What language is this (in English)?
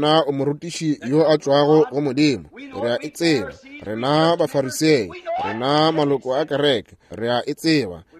Northern Sotho